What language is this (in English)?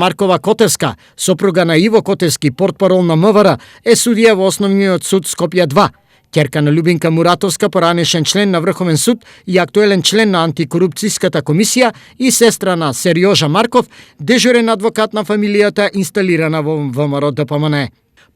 Macedonian